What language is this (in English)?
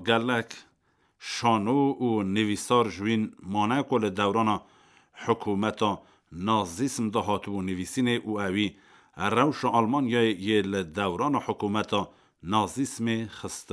Kurdish